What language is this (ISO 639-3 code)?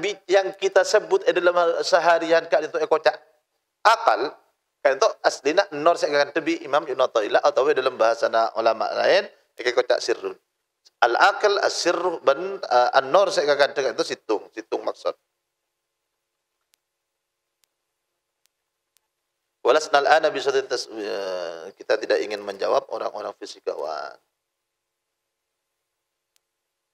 mad